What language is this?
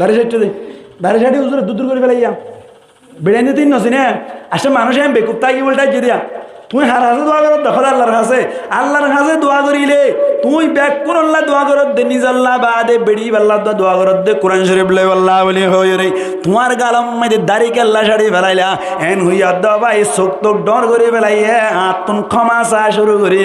Rohingya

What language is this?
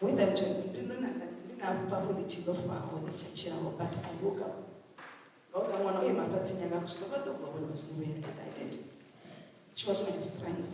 Venda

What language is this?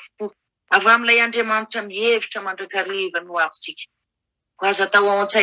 Malagasy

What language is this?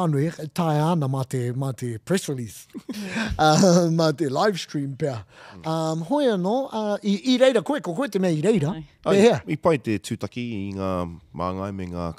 Māori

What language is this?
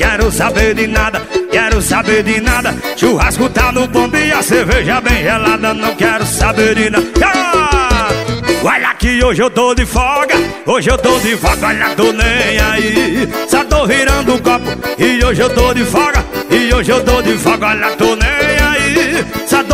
Portuguese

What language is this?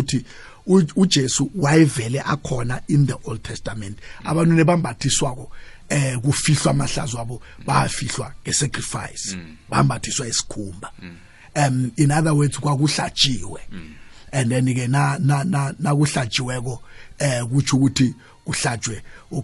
South Ndebele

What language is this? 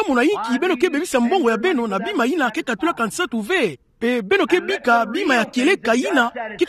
Kituba (Democratic Republic of Congo)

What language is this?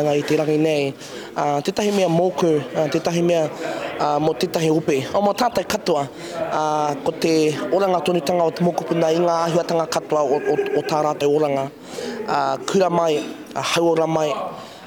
Māori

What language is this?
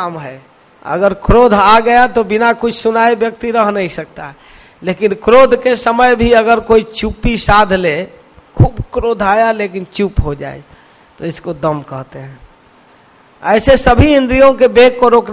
Hindi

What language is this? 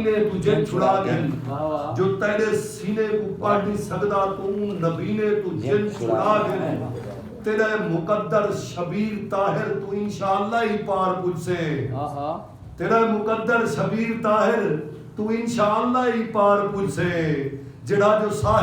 Saraiki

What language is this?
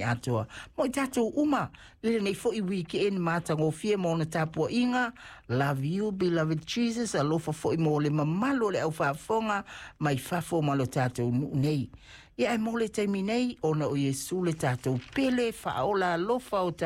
Samoan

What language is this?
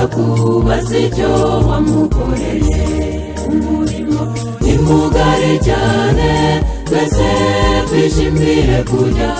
Kinyarwanda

